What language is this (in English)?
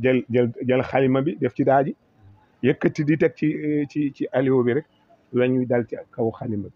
Wolof